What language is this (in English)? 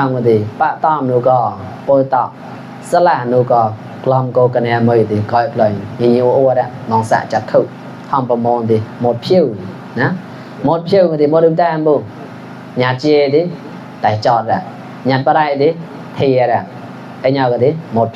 Mon